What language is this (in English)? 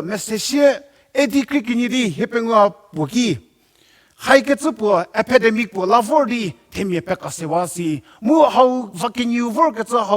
Angami Naga